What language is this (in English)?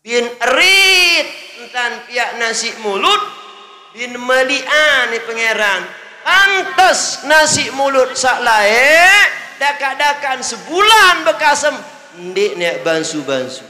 Sasak